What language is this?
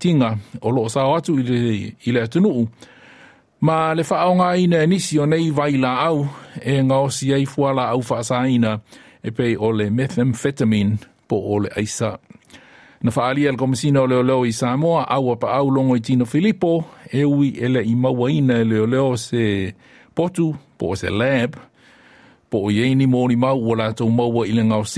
Samoan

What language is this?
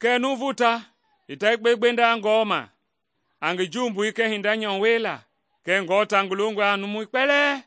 Mende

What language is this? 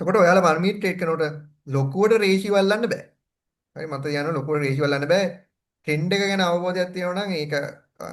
Sinhala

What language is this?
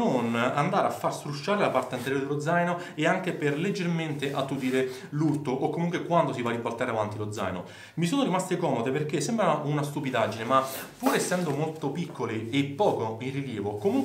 Italian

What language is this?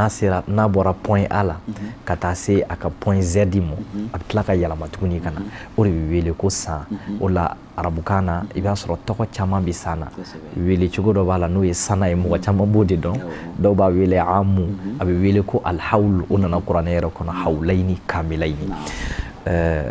Bambara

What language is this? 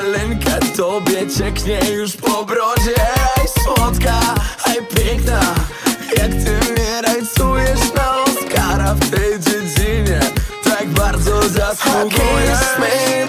Polish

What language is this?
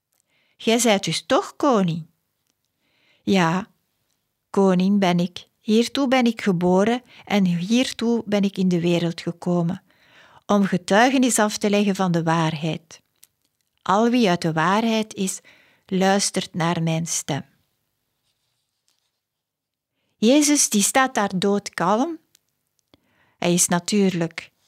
Dutch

